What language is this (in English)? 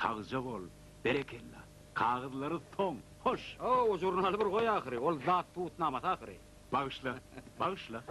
Turkmen